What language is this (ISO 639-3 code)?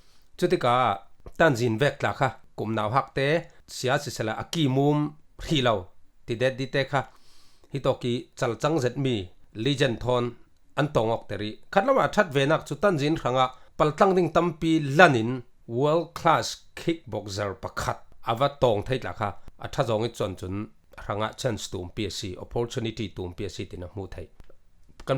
cfm